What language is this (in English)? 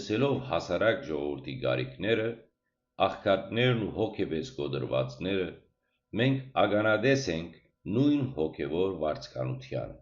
Western Armenian